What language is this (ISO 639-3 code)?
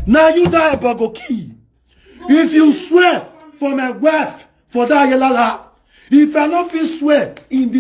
pcm